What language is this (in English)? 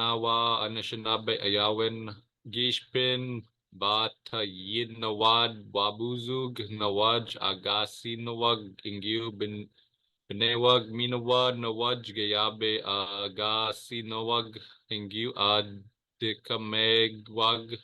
Chippewa